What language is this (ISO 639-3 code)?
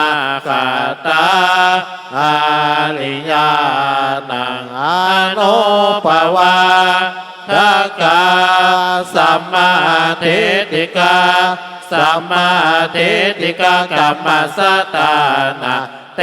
pli